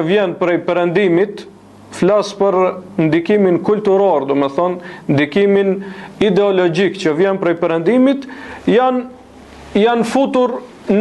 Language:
Albanian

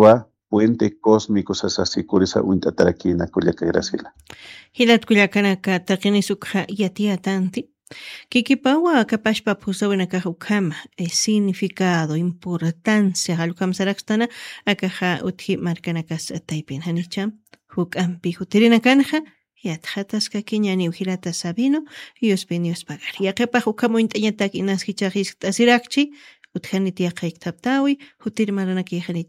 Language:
Aymara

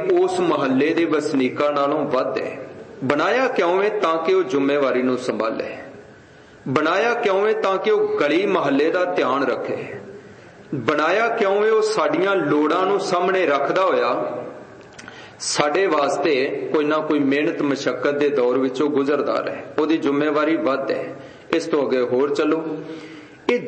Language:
Punjabi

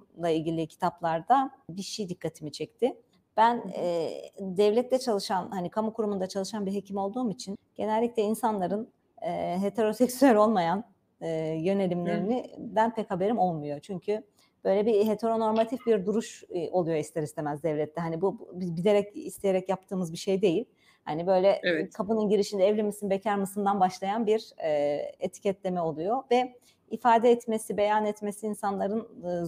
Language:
Turkish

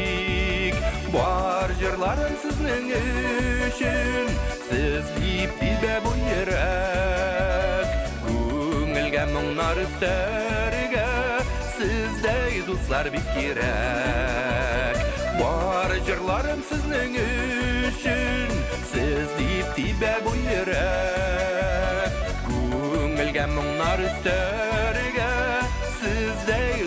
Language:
Bashkir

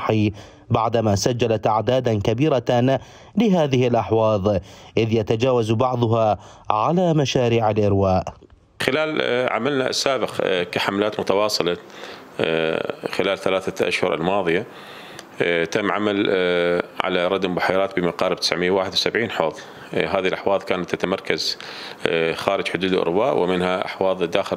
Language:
Arabic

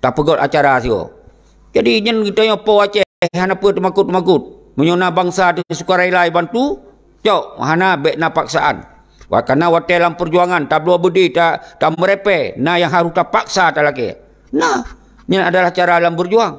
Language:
Achinese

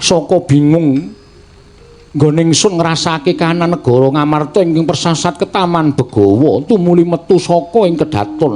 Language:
Javanese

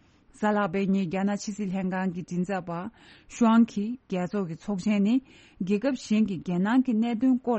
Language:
Tibetan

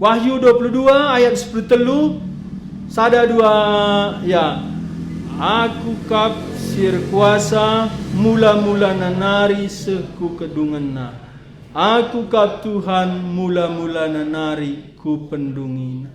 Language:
Batak Karo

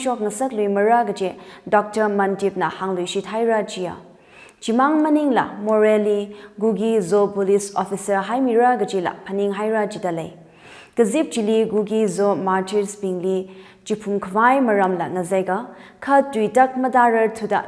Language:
Tangkhul Naga (India)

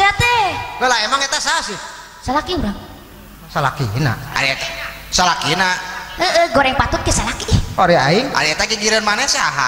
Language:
Sundanese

